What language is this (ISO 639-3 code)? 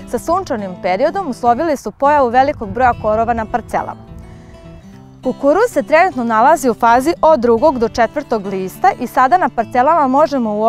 srp